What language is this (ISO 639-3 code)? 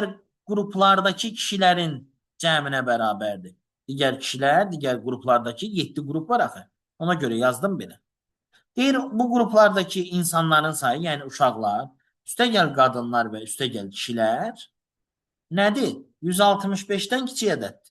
aze